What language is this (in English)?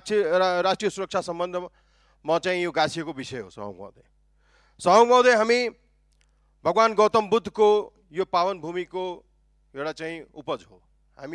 Nepali